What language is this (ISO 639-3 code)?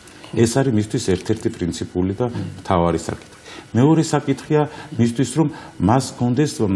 kat